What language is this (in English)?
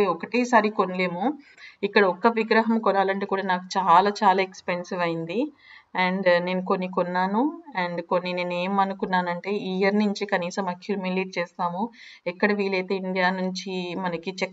Telugu